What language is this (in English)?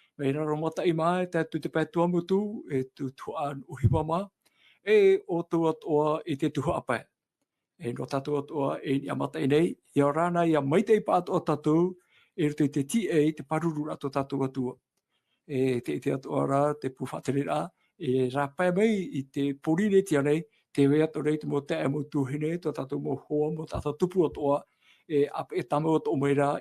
Tahitian